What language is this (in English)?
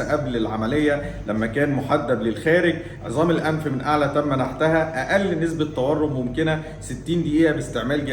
Egyptian Arabic